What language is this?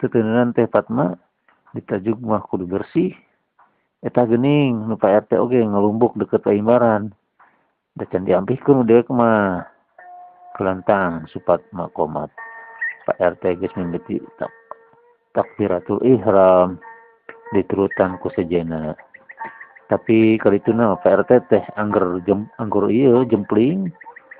Sundanese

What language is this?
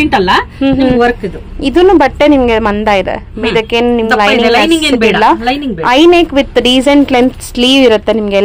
Kannada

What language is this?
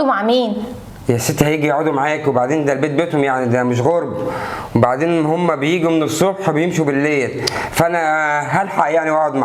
Egyptian Arabic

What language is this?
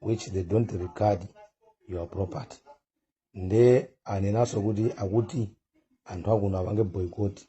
Nyanja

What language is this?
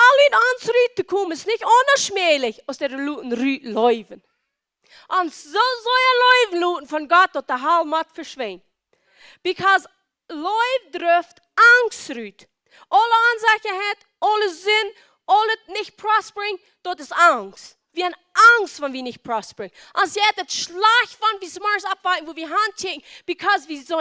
Plautdietsch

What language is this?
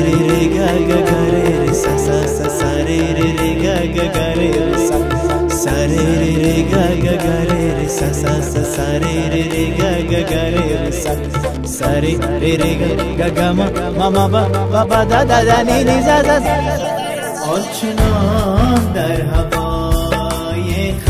Persian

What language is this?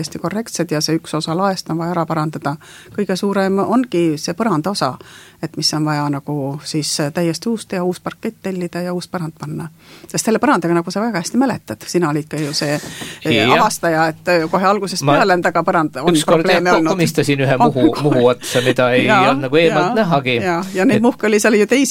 Estonian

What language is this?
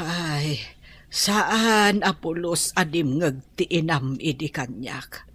Iloko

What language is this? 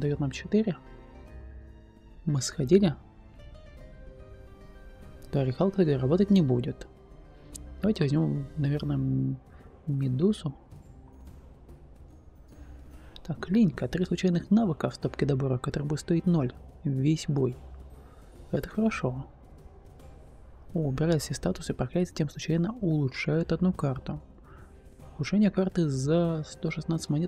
Russian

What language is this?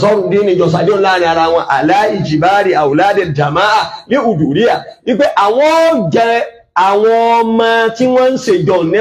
Yoruba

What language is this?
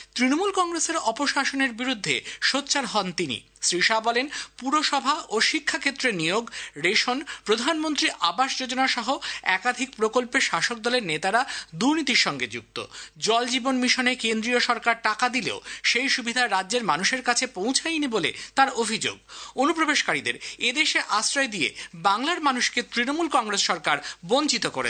Bangla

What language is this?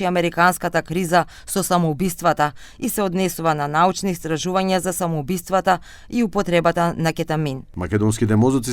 Macedonian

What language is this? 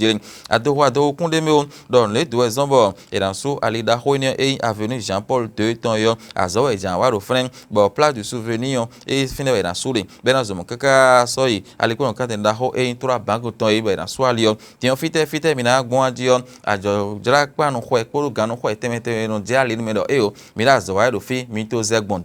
Fon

